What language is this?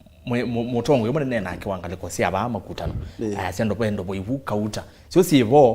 Kamba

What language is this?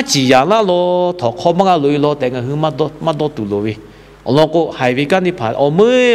Lahu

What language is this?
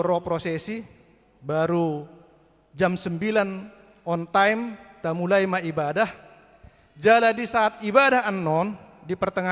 Batak Toba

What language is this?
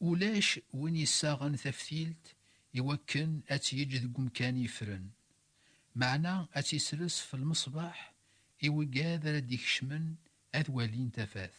Kabyle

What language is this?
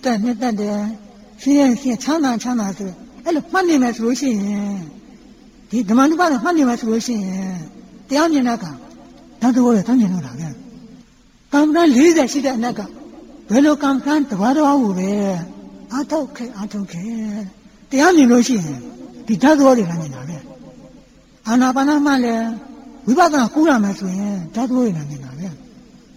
Burmese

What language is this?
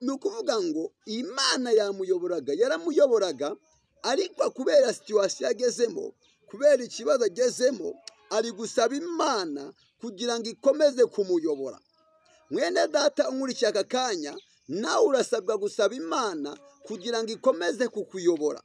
Kinyarwanda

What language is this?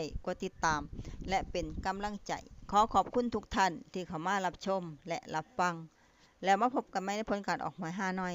Lao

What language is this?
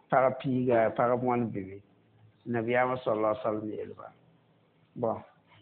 Mossi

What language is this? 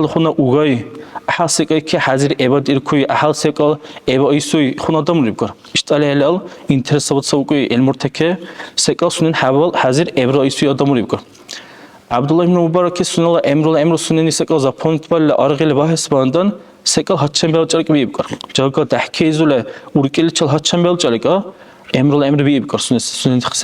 Dargwa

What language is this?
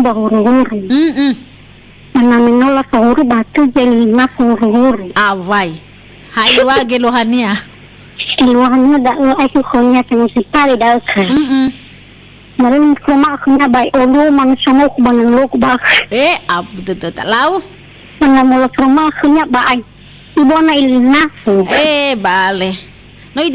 Nias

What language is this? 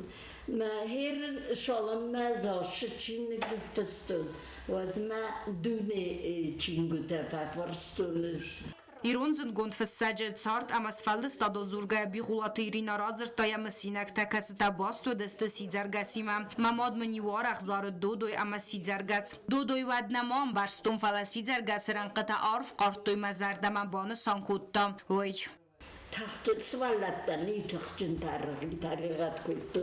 Ossetic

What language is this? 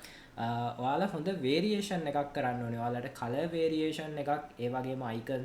Sinhala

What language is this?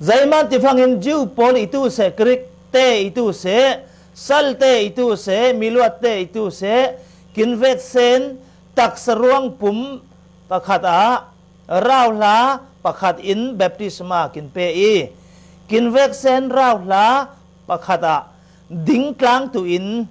Falam Chin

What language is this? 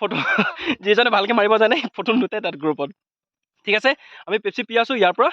Assamese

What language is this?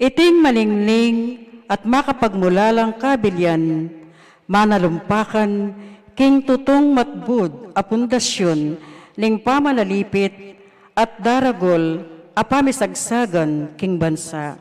Pampanga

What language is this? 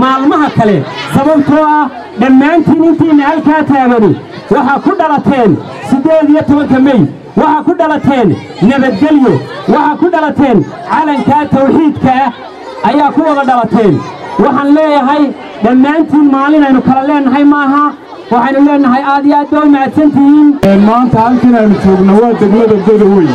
Somali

